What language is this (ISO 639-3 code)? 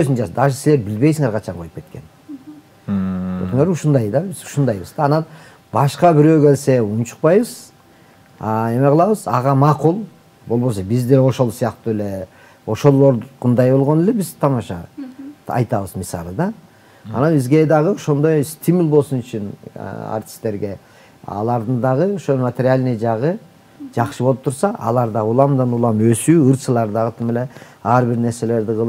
kir